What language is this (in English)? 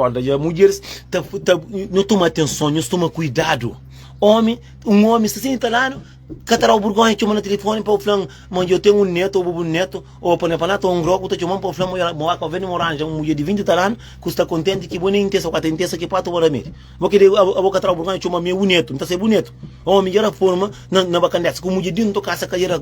Kabuverdianu